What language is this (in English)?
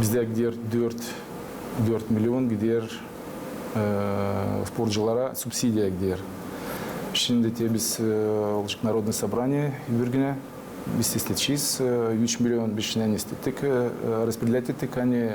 Gagauz